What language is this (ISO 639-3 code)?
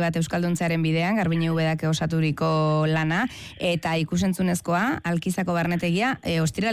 eus